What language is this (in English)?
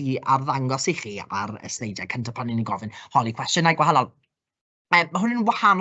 Welsh